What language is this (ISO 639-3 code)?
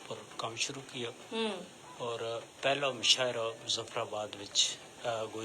gju